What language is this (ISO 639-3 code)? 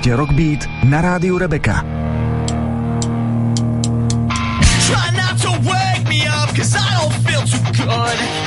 slk